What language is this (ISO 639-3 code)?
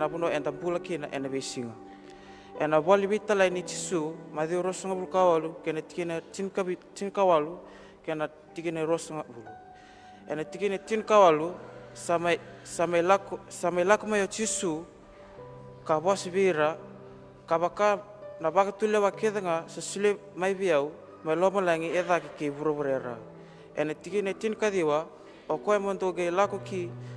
fij